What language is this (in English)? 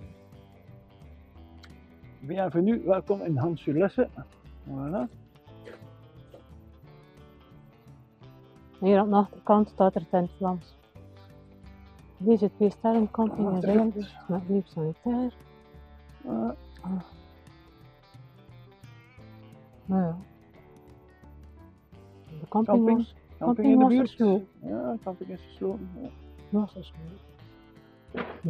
Dutch